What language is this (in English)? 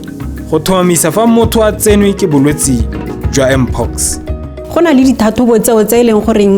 Tswana